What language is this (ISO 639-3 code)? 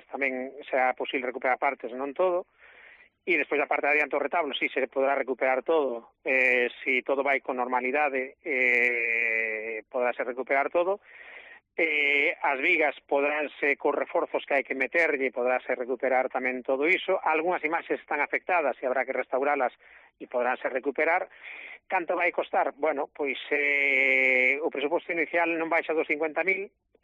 glg